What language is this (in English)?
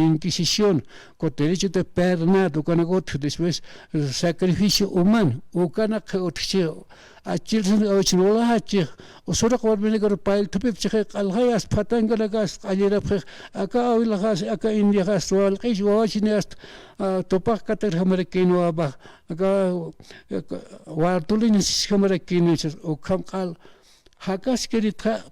Aymara